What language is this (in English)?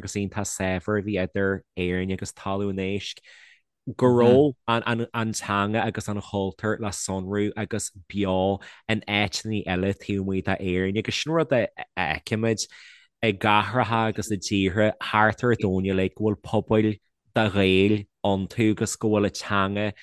Irish